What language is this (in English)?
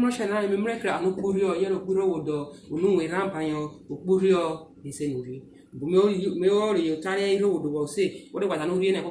Urhobo